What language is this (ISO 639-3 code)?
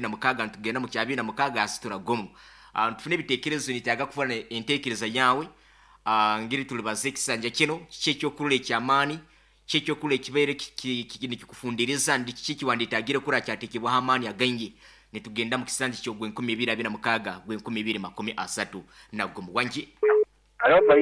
nyo